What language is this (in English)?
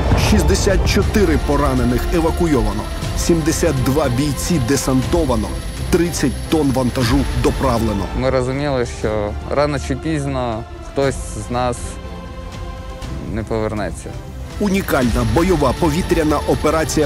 Ukrainian